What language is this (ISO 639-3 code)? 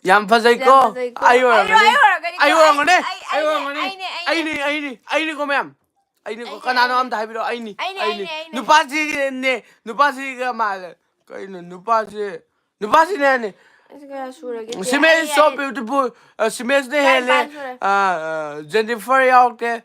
mni